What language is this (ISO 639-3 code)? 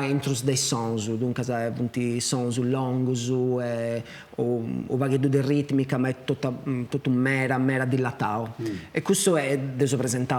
srd